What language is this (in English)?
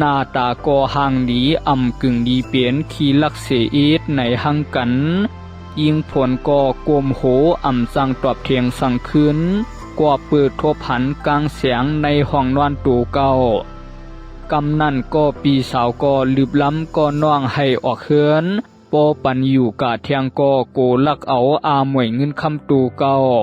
Shan